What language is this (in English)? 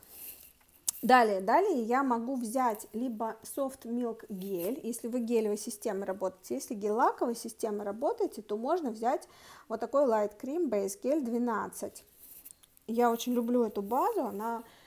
Russian